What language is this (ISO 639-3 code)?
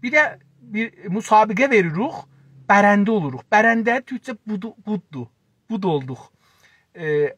azb